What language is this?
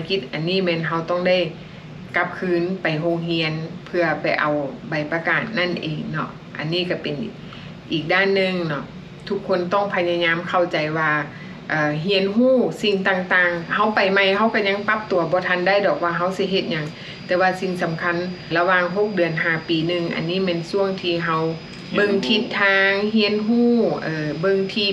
Lao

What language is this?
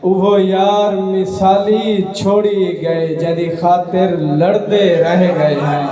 Saraiki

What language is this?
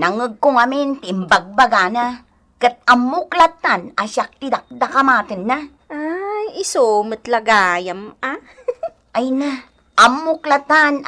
Iloko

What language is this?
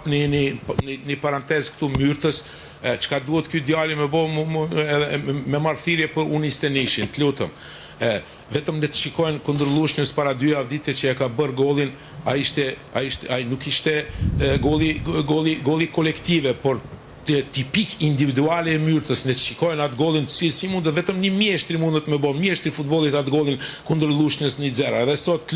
Albanian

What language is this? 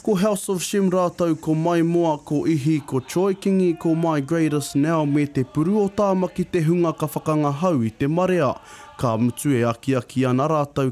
Māori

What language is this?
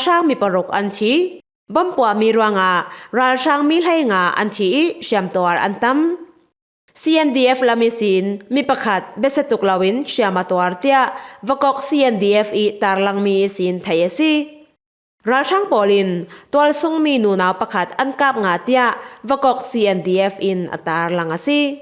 Falam Chin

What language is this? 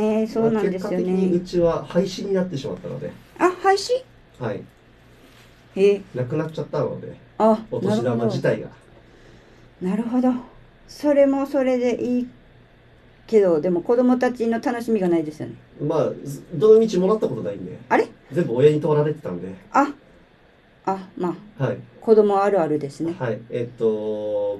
Japanese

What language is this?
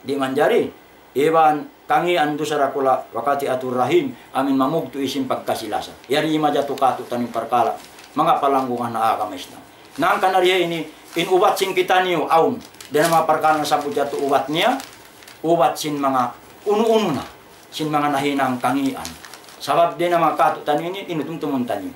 Tausug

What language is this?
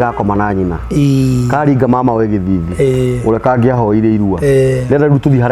Kikuyu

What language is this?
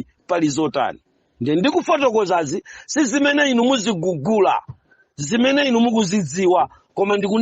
Nyanja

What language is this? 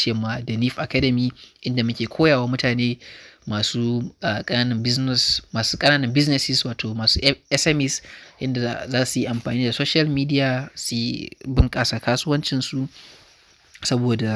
Hausa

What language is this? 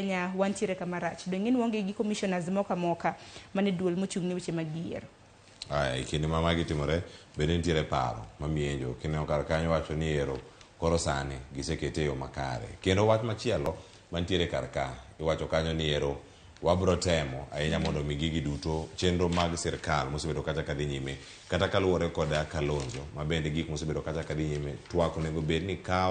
Luo (Kenya and Tanzania)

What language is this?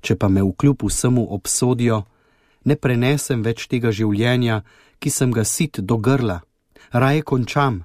Slovenian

